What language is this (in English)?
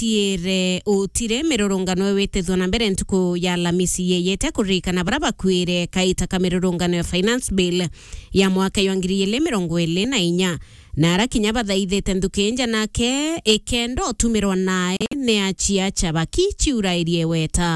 Meru